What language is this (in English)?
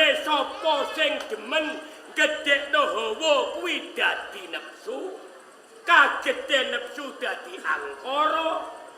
Javanese